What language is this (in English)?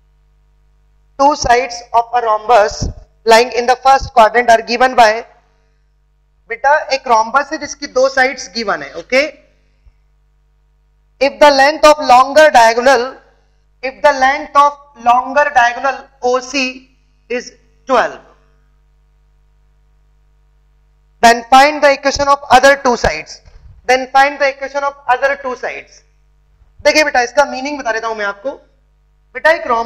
Hindi